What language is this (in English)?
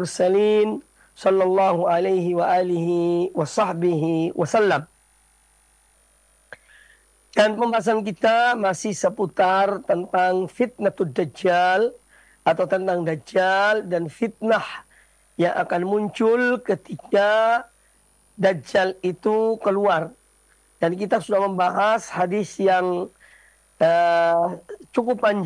Indonesian